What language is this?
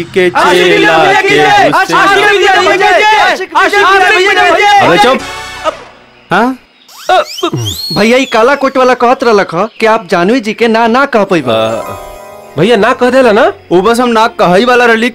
Bhojpuri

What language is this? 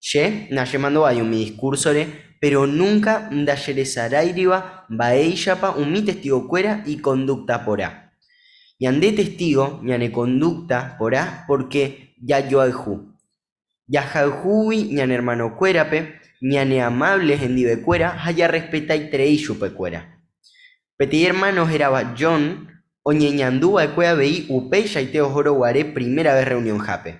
Guarani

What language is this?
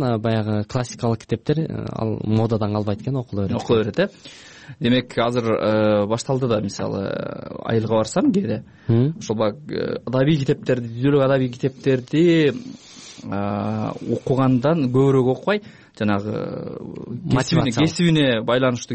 Kyrgyz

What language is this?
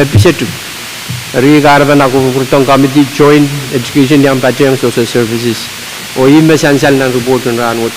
Pohnpeian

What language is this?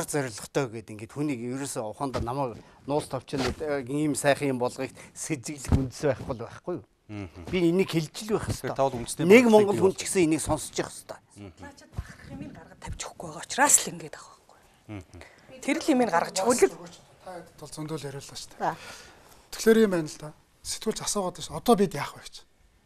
Mongolian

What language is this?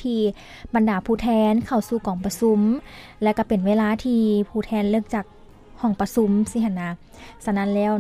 Lao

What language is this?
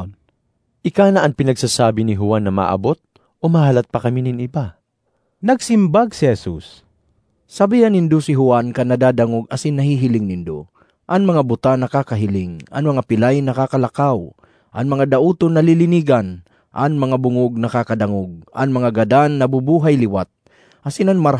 Bikol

